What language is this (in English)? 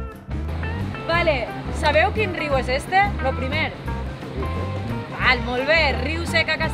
Catalan